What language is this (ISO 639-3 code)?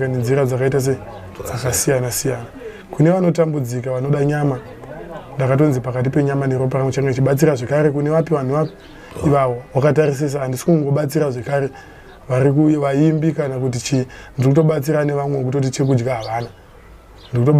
sna